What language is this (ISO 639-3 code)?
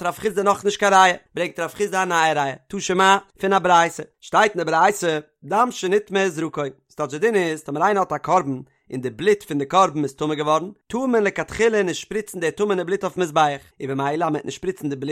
yid